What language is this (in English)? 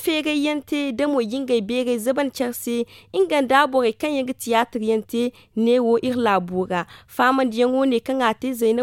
Zarma